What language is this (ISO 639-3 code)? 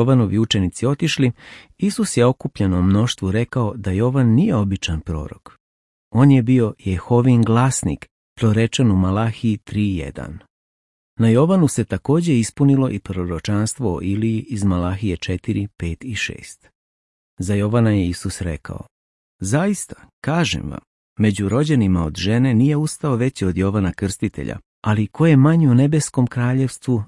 srp